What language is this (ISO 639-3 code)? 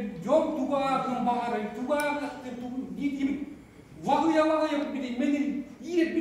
sah